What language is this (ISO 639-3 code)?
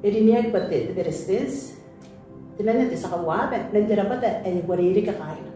gil